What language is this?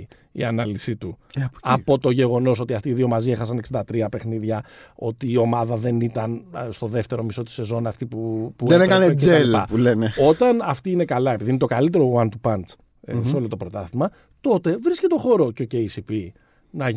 Greek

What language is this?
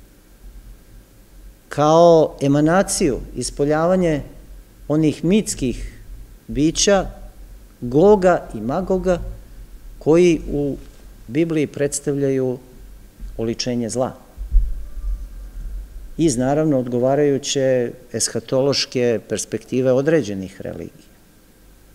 Serbian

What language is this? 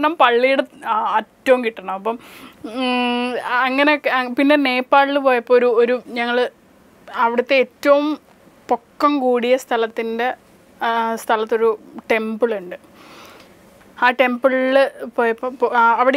Malayalam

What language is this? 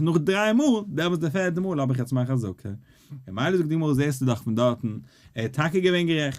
Yiddish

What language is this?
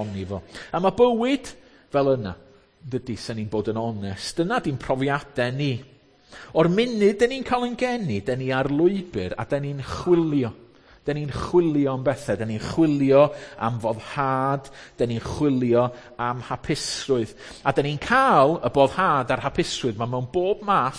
Welsh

